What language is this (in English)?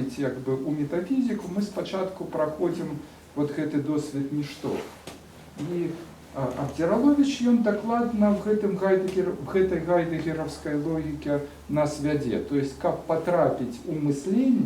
Belarusian